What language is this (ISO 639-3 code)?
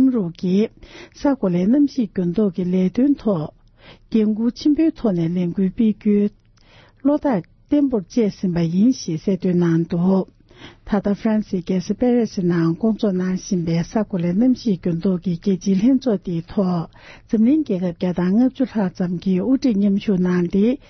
bod